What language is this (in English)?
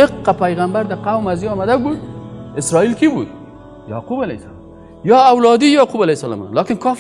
Persian